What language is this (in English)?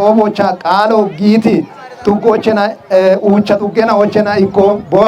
Kafa